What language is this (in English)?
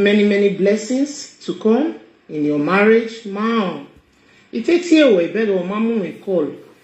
Nigerian Pidgin